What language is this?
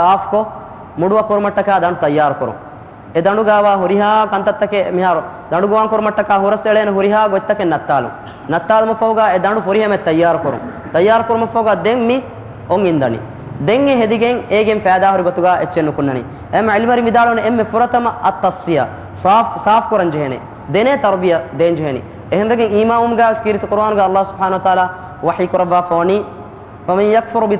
Divehi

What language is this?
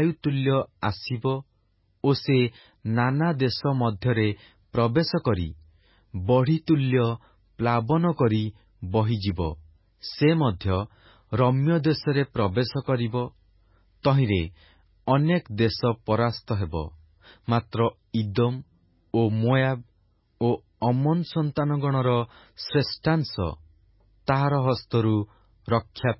Odia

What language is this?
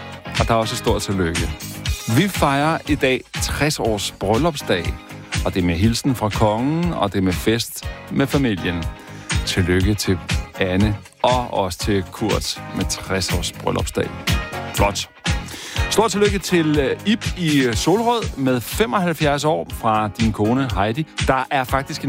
Danish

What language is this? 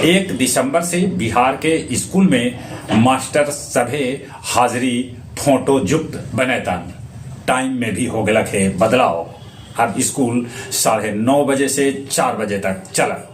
Magahi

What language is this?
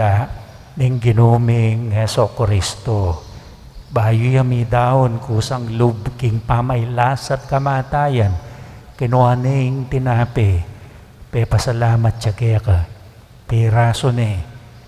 Pampanga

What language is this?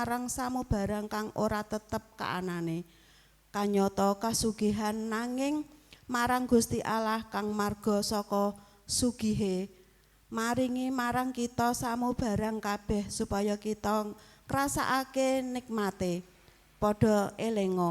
Javanese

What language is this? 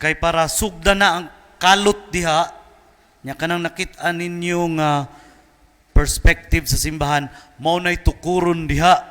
Cebuano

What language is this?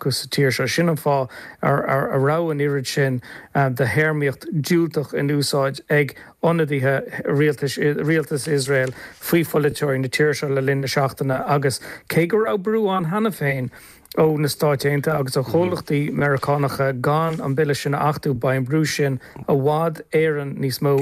Irish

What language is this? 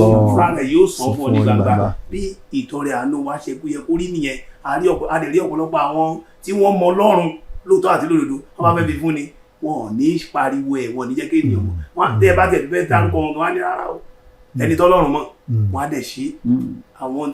Yoruba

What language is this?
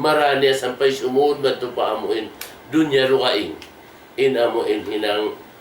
Tausug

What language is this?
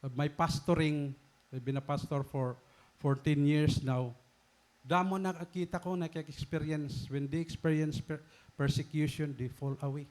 Waray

